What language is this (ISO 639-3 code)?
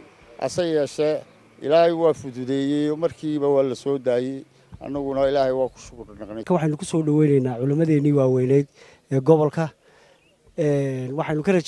som